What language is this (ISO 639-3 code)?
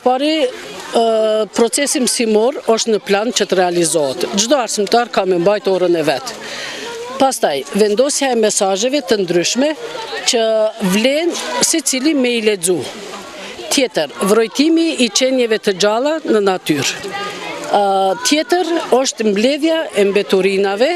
sqi